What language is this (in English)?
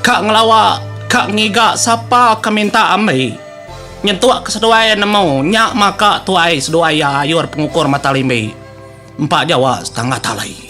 Iban